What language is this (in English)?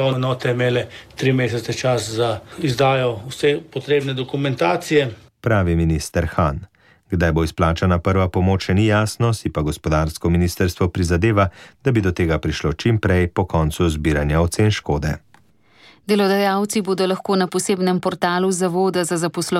Slovenian